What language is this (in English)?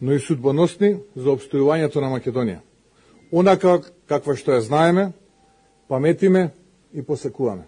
Macedonian